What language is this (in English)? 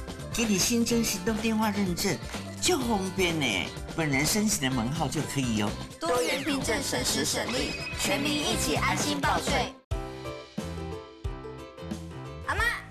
Chinese